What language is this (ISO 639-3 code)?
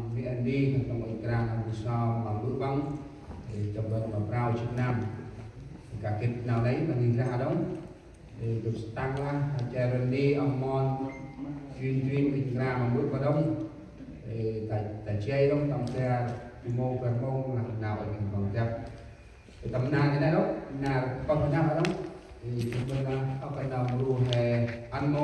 cmo